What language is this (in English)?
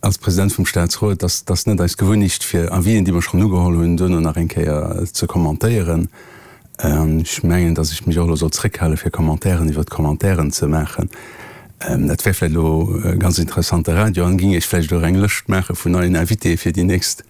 Luxembourgish